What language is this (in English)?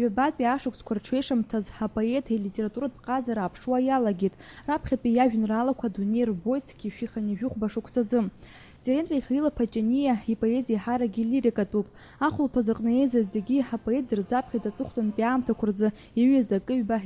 Abkhazian